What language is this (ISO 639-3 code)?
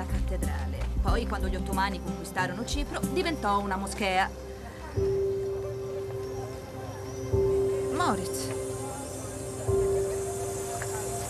ita